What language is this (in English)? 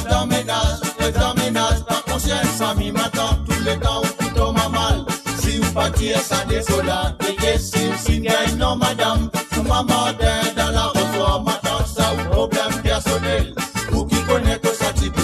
Morisyen